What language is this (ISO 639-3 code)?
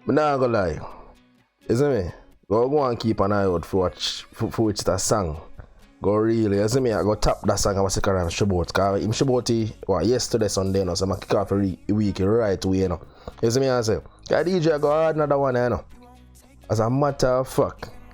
jam